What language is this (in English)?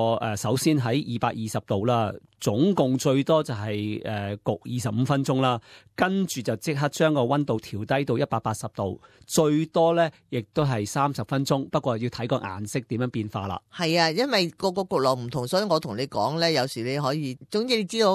Cantonese